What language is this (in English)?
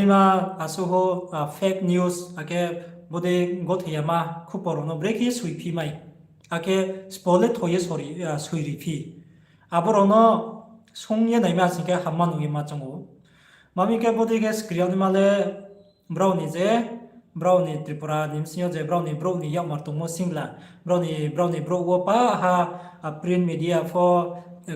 Riang (India)